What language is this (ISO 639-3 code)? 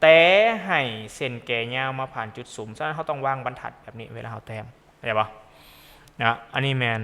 lao